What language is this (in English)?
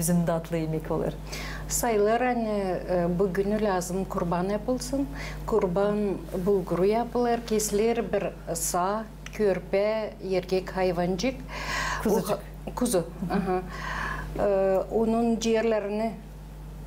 Gagauz